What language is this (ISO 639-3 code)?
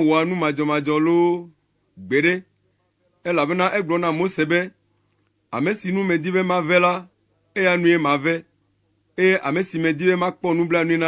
ewe